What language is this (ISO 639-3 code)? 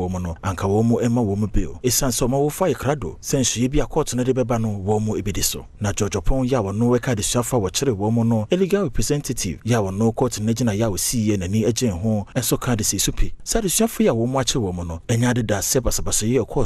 aka